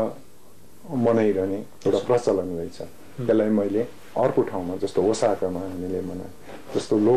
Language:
Nepali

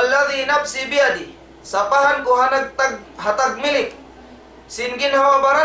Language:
Tausug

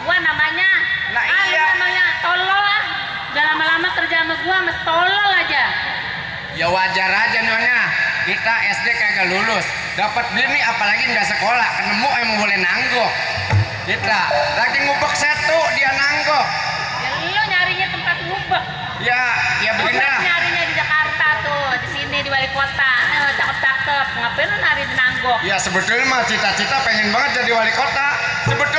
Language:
Betawi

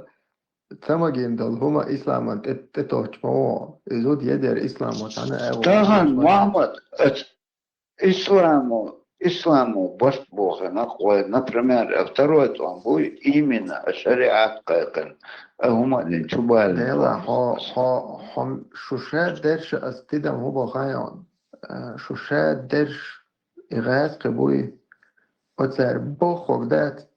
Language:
Chechen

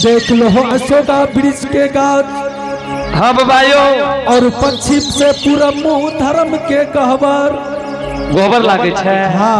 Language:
Angika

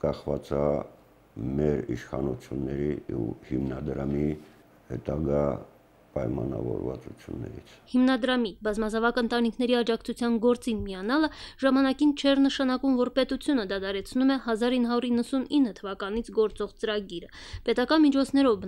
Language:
Armenian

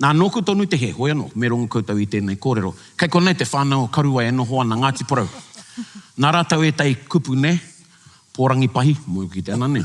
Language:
Māori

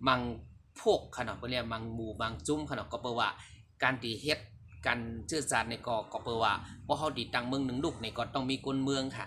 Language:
Shan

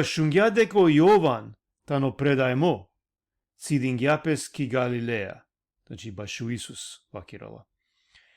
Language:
Balkan Romani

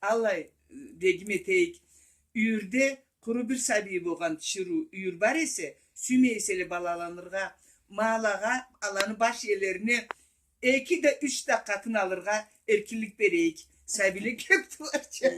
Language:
Karachay-Balkar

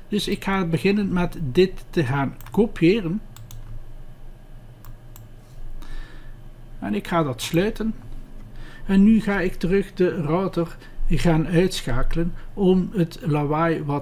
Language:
Dutch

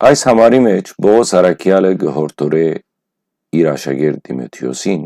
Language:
Western Armenian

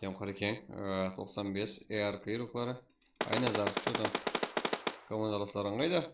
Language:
Kara-Kalpak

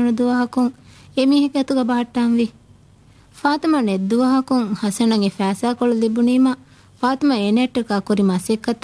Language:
Divehi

